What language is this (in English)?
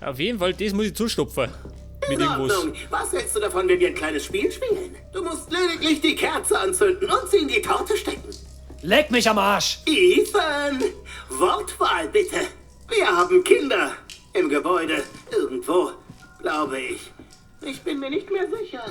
Bavarian